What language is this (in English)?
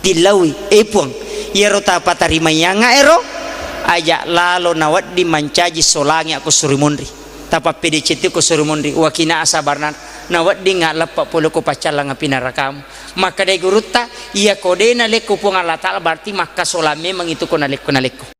Buginese